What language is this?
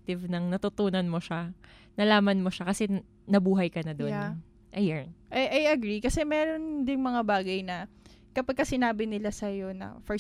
Filipino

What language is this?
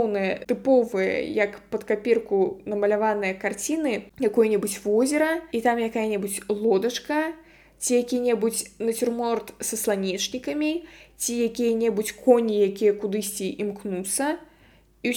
Belarusian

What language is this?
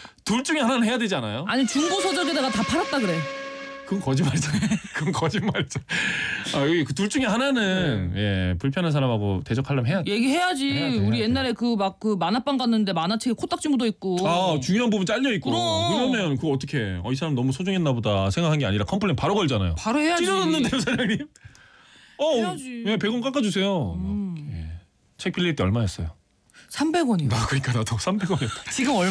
Korean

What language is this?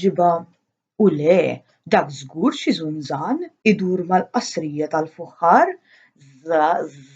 Maltese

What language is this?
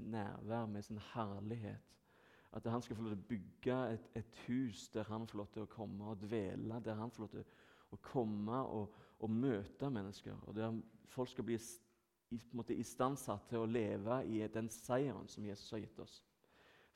Norwegian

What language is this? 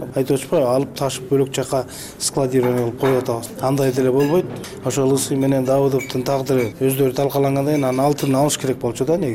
Kyrgyz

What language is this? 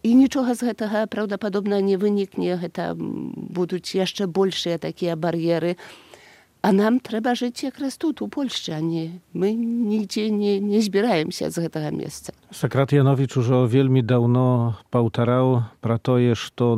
Belarusian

